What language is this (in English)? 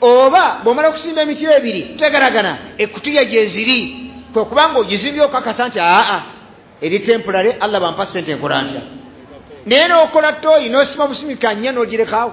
Ganda